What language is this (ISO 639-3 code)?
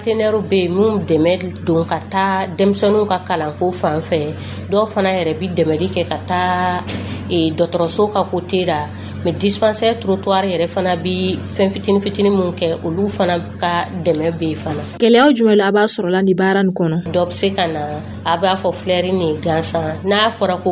dyu